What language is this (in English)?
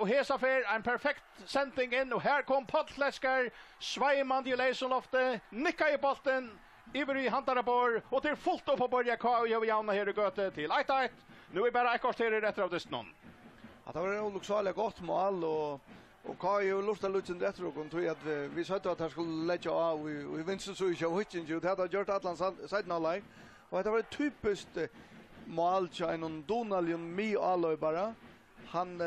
Faroese